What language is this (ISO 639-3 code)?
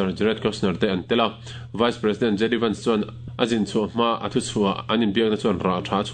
lus